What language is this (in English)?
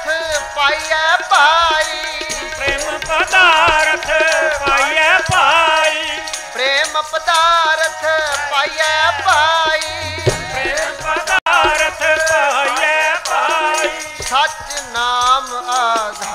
Punjabi